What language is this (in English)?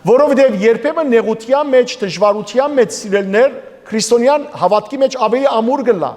Western Armenian